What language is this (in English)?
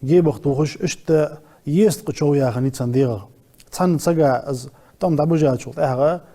Ingush